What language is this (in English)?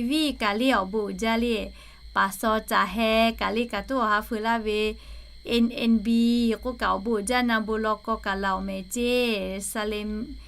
Lahu